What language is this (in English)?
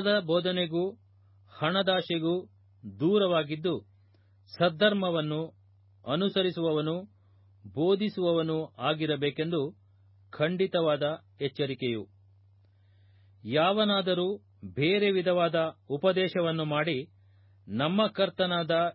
Kannada